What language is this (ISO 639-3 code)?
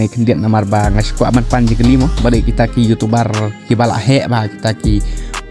kha